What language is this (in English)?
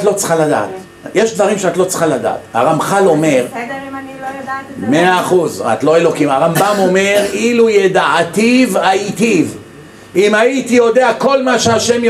Hebrew